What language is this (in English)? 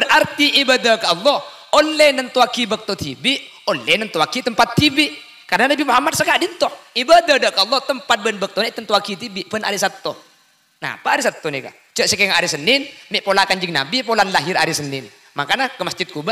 Madurese